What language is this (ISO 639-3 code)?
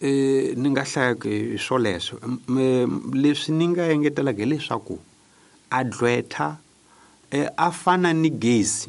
tso